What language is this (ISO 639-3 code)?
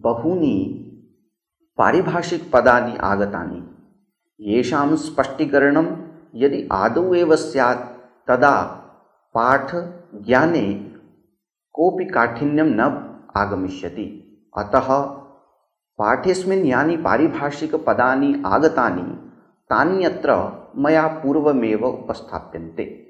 san